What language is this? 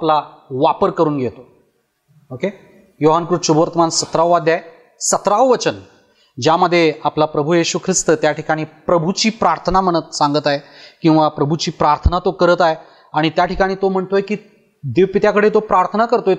Marathi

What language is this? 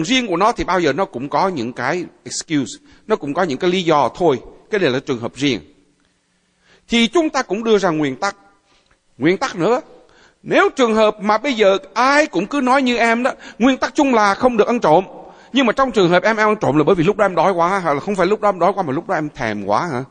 Vietnamese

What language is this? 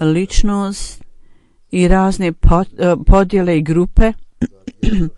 Bosnian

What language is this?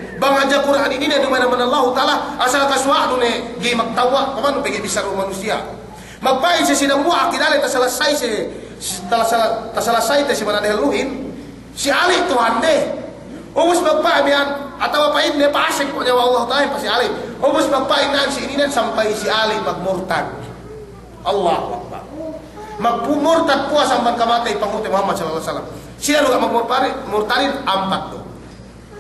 Yakan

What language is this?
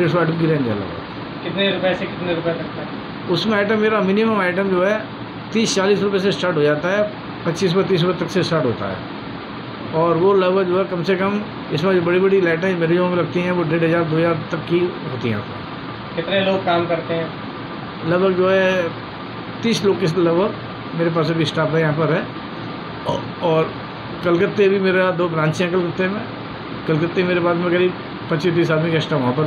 Hindi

